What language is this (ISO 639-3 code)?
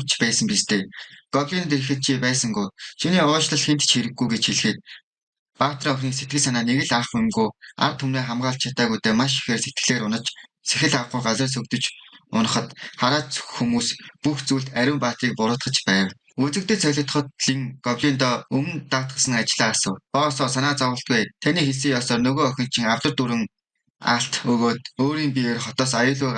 mon